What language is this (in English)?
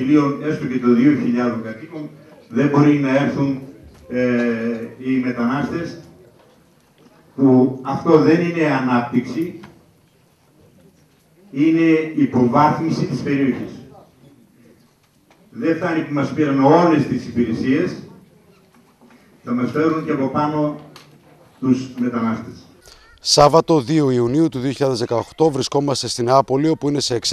Greek